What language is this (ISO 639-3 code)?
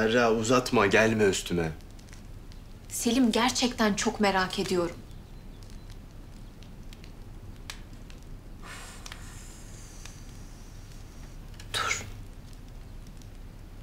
tur